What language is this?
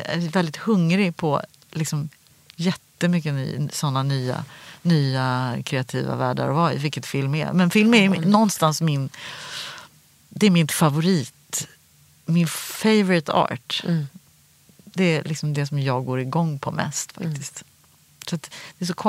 Swedish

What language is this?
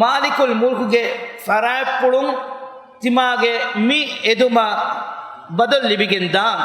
Divehi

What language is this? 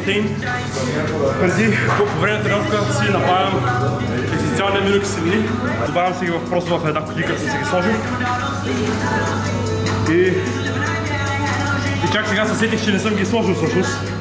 Bulgarian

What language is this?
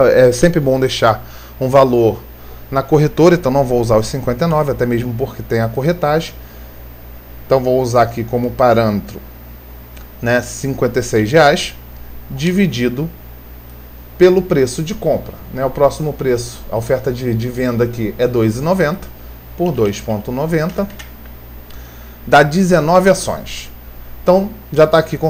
Portuguese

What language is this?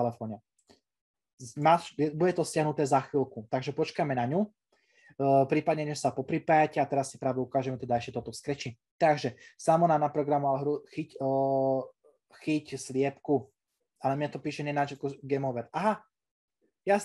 Slovak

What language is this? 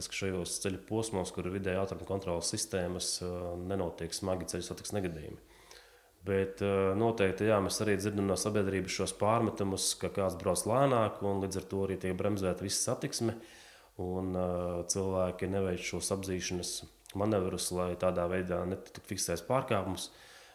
Latvian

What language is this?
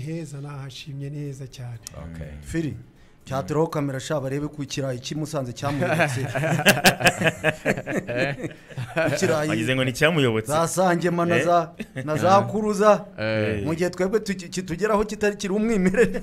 Kinyarwanda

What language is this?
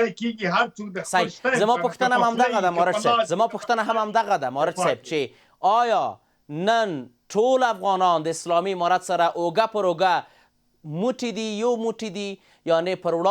Pashto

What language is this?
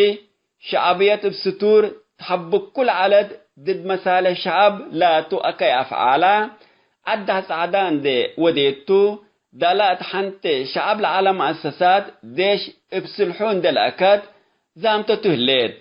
Tigre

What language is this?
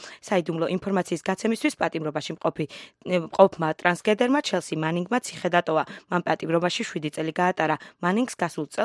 Georgian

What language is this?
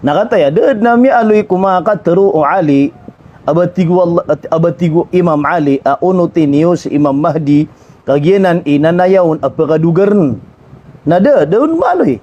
Maranao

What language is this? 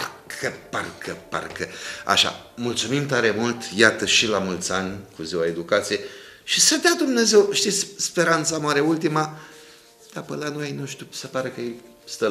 Romanian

